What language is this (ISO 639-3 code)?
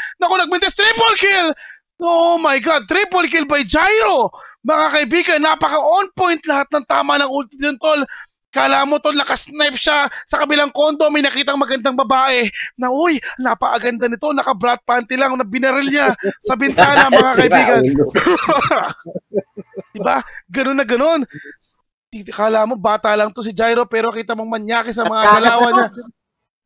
fil